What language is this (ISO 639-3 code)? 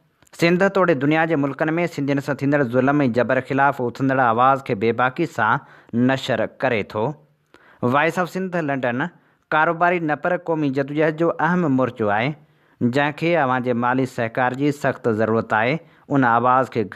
snd